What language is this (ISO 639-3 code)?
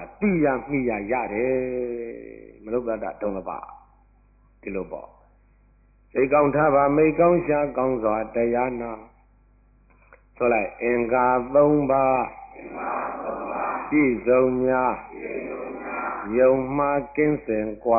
mya